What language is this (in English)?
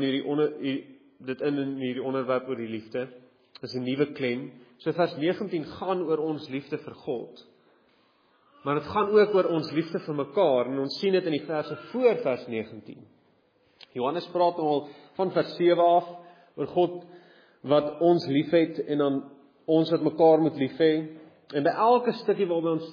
Afrikaans